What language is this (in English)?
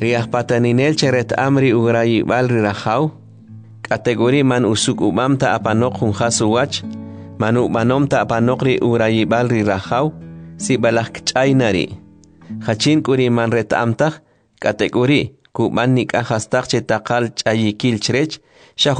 Kʼicheʼ